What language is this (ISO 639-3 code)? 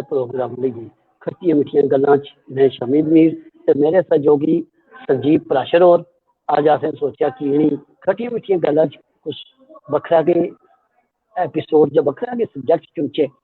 doi